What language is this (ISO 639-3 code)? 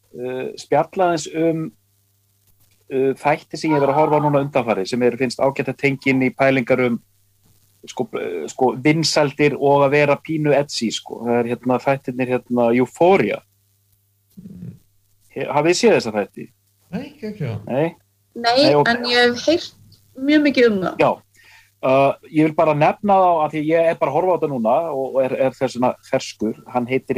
isl